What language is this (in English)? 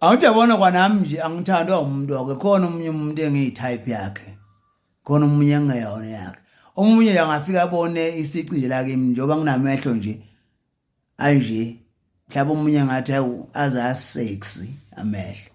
Zulu